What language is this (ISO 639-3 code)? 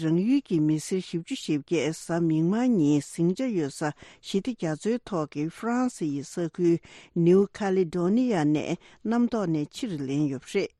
bod